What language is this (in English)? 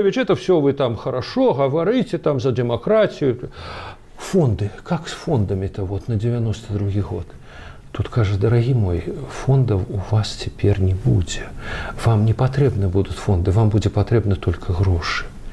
Belarusian